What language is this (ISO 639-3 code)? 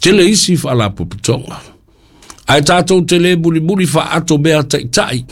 smo